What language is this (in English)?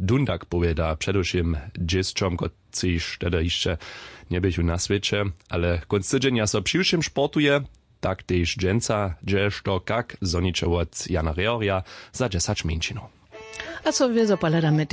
Upper Sorbian